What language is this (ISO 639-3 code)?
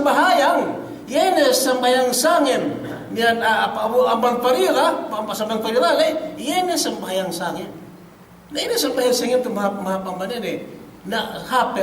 yka